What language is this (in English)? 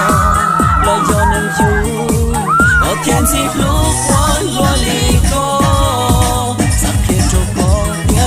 Hmong